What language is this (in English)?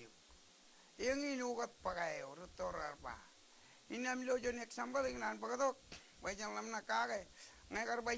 Marshallese